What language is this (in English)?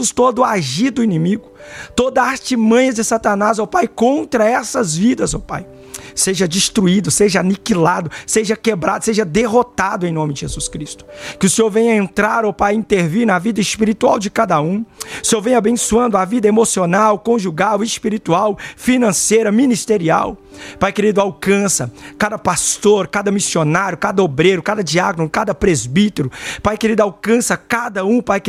Portuguese